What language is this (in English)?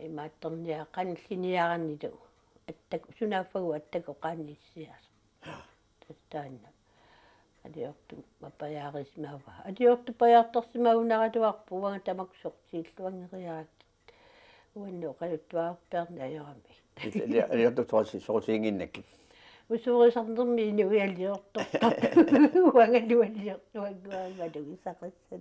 Kalaallisut